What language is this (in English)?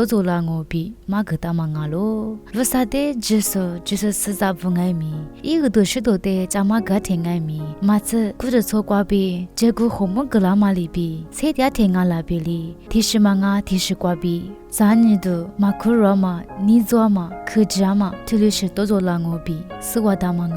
Lisu